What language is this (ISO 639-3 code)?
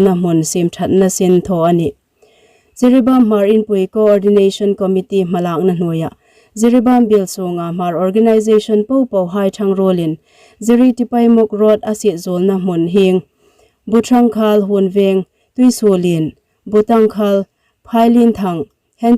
hmr